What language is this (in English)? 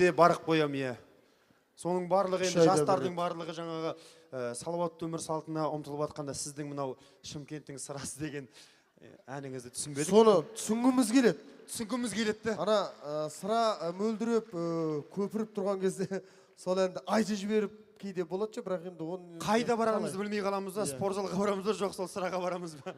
Kazakh